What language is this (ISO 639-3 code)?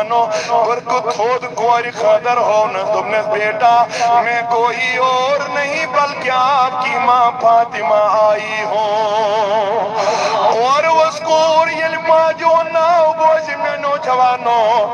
kas